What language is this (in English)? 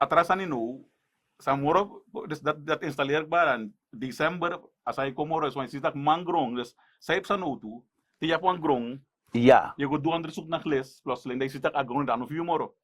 Sranan Tongo